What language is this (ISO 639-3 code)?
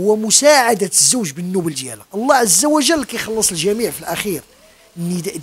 ary